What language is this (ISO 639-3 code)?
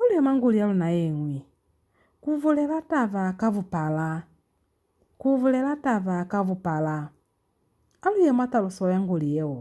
loz